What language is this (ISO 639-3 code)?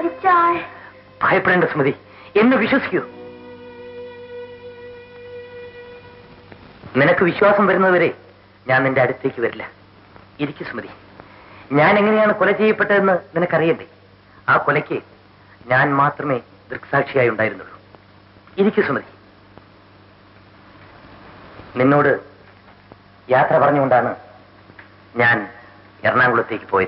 mal